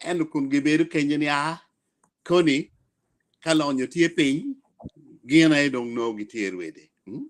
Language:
Acoli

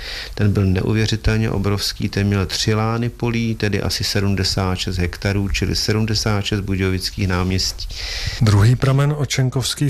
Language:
Czech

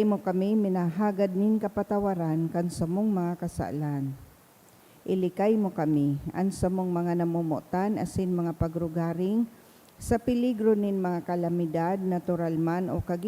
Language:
Bikol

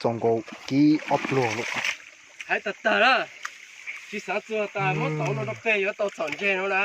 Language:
Hmong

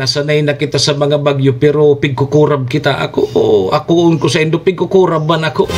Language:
Bikol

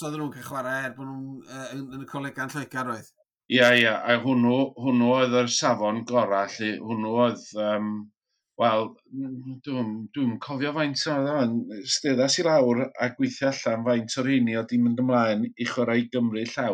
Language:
Welsh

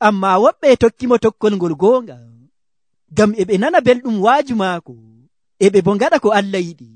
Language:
Nigerian Fulfulde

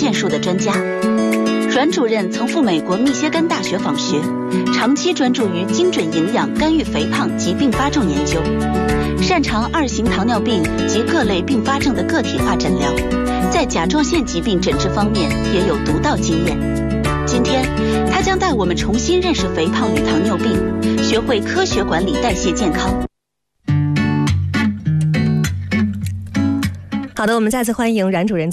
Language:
Chinese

